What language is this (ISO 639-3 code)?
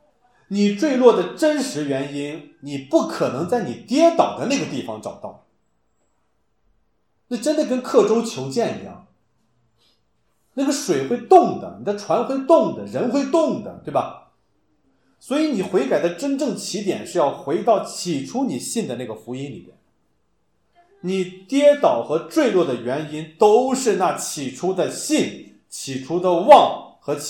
zho